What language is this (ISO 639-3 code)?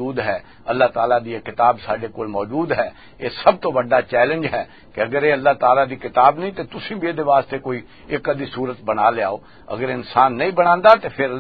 lah